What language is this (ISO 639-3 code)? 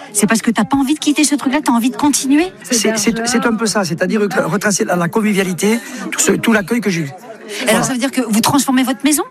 fra